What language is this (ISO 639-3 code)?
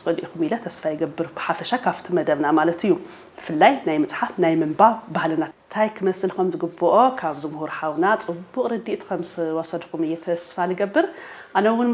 tir